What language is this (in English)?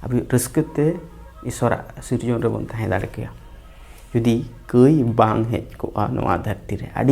Santali